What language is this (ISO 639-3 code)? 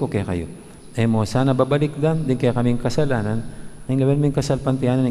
pam